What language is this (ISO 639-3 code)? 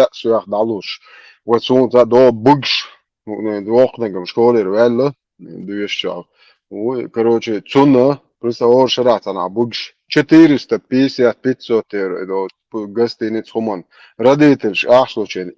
che